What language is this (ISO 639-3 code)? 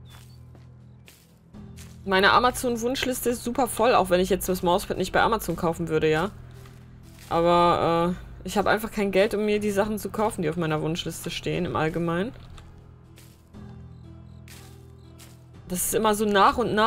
deu